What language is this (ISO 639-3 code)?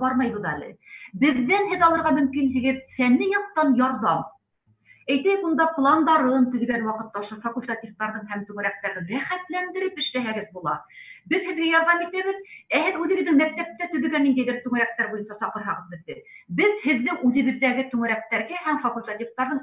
bak